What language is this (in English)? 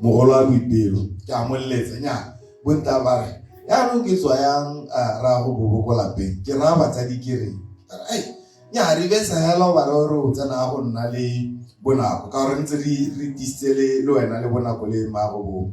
Tswana